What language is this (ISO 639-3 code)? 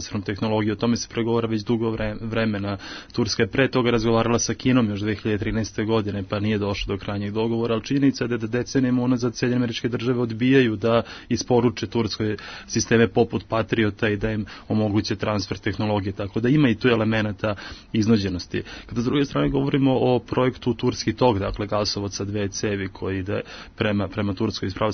srp